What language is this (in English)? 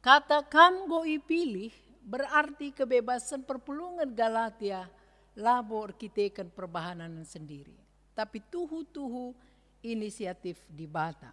Batak Karo